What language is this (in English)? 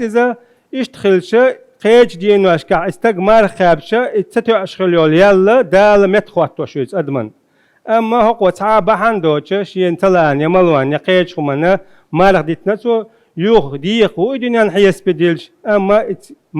Chechen